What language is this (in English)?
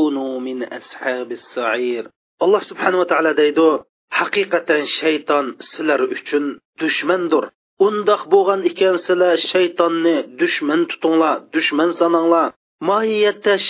Uyghur